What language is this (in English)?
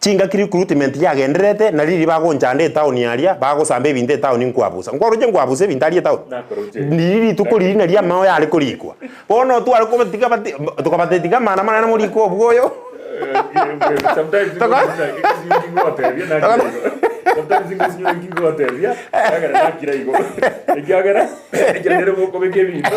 Gusii